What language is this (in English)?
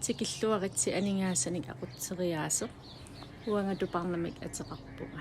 Kalaallisut